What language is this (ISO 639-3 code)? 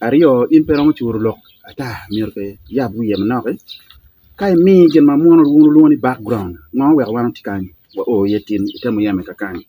ach